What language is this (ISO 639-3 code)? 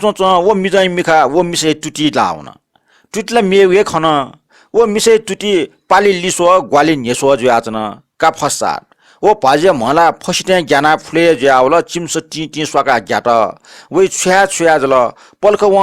new